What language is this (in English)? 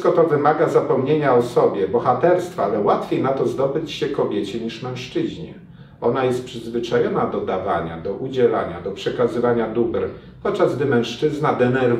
Polish